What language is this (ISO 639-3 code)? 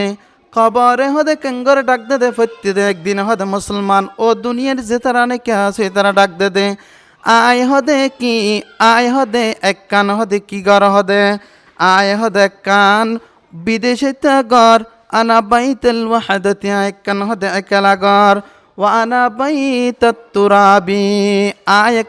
rhg